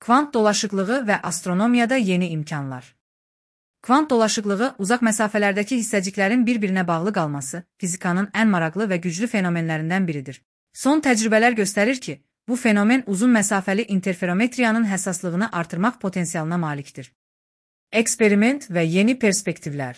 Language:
Azerbaijani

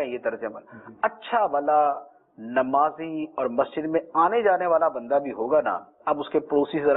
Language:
Urdu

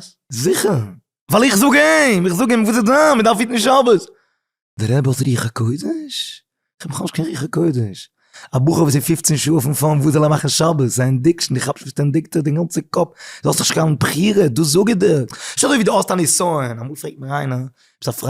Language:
Yiddish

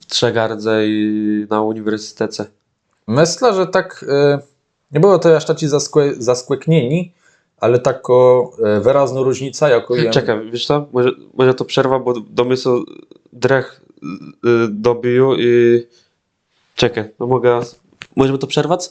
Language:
Kashubian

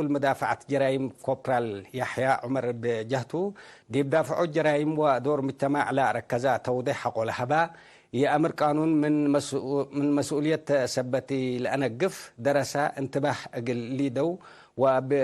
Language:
Tigre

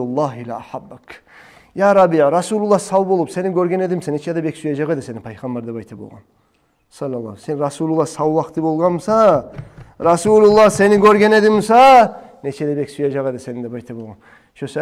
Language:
Kumyk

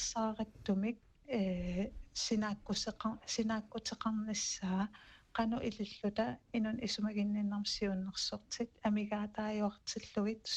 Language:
Kalaallisut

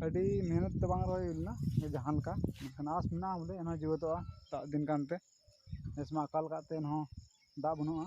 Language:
Santali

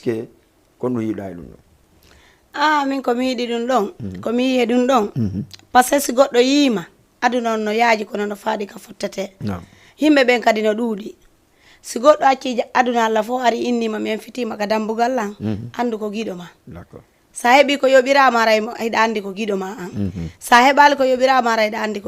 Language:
Fula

